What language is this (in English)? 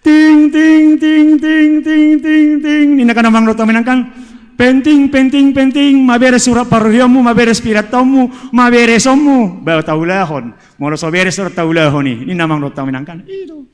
Batak Toba